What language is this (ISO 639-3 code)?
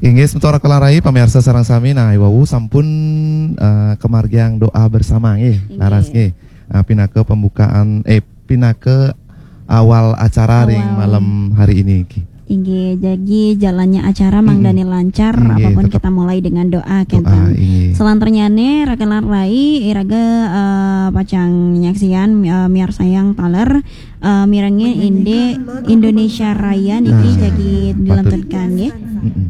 ban